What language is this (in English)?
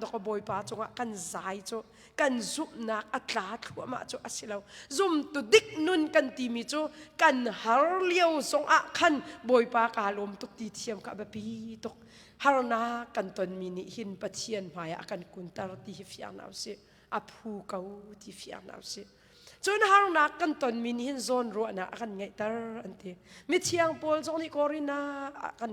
Hakha Chin